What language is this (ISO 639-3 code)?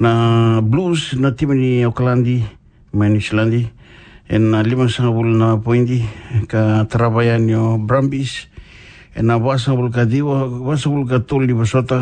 fij